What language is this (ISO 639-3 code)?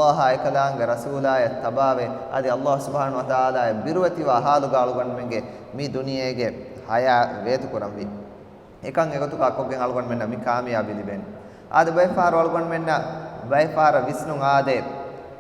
div